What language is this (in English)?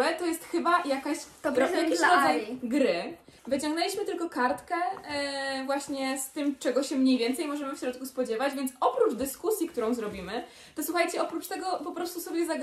Polish